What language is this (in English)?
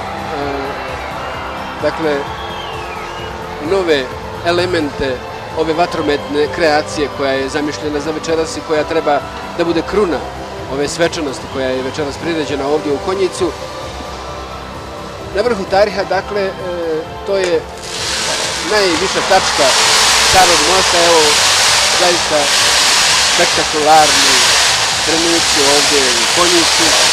Bosnian